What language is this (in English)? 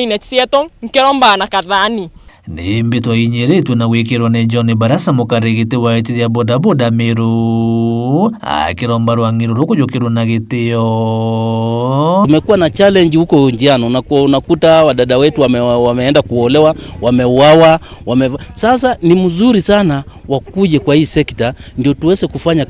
Meru